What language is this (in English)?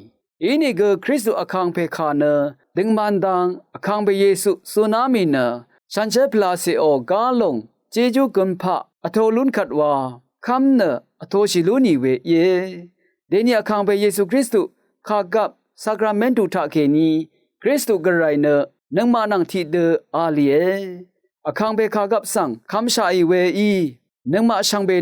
Rawang